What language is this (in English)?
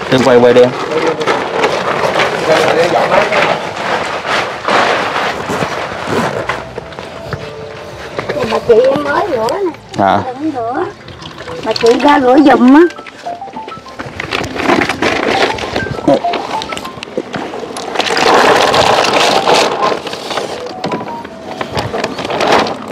Vietnamese